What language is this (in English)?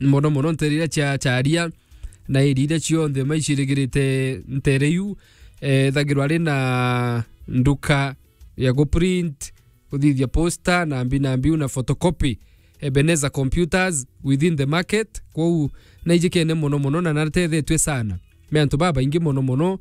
Meru